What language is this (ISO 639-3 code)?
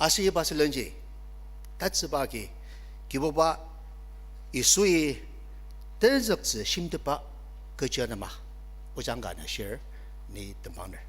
njo